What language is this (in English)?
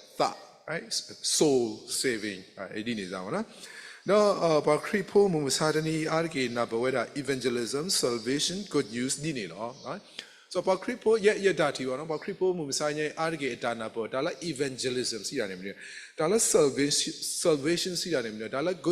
S'gaw Karen